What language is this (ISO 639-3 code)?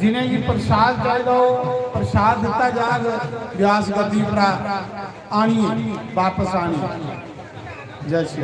doi